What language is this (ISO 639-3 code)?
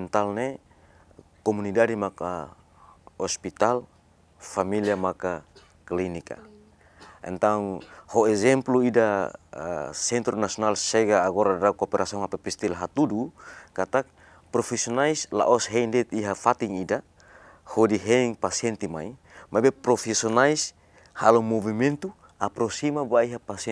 tet